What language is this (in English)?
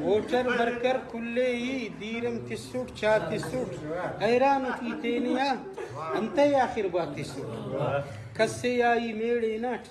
Brahui